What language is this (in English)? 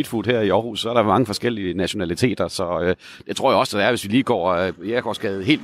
Danish